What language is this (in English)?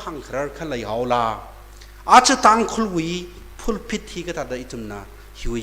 Tangkhul Naga (India)